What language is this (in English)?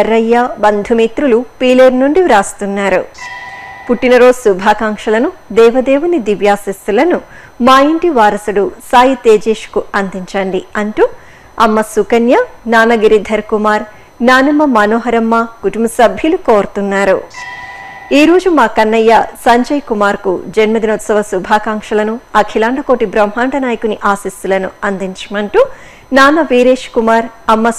Telugu